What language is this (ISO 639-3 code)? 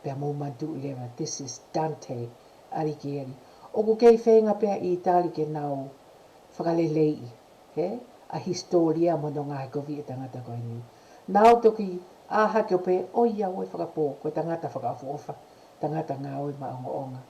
ton